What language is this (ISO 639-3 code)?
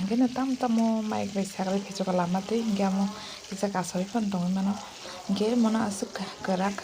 trp